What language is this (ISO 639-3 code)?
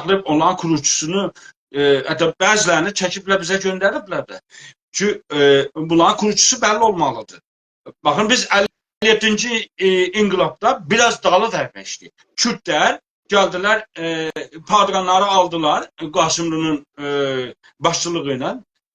azb